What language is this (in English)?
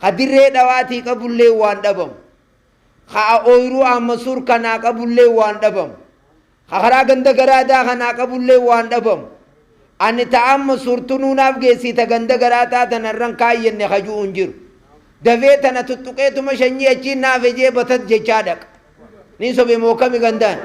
Oromo